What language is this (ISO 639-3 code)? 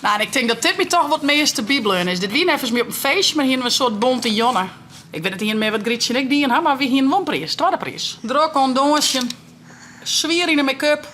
fry